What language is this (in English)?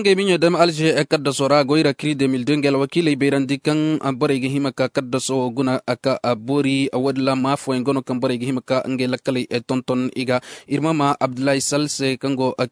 Zarma